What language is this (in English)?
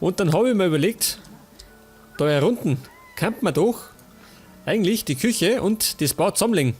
Bavarian